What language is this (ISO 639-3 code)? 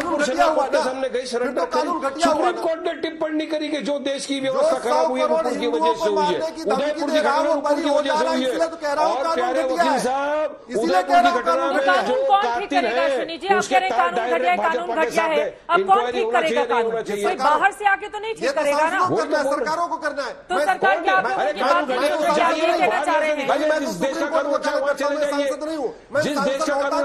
hin